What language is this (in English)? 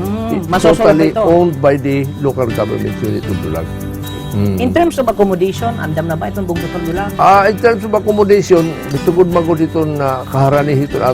Waray